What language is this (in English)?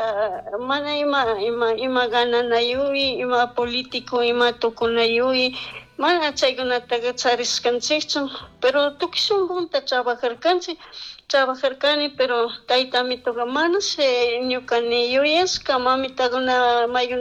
Chimborazo Highland Quichua